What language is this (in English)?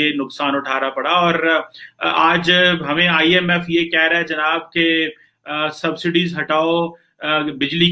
Urdu